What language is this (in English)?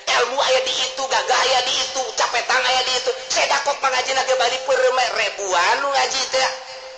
Sundanese